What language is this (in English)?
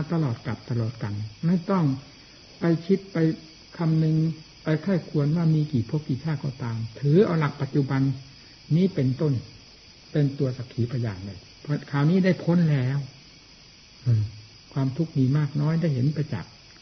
Thai